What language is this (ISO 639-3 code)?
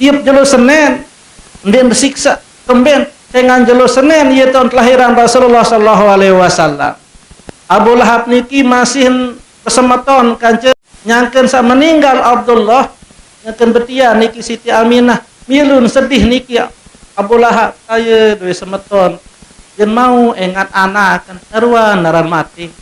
sas